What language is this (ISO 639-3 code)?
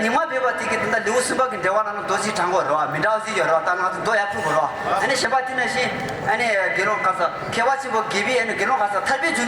bod